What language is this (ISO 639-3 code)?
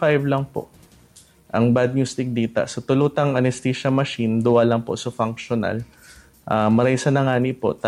bik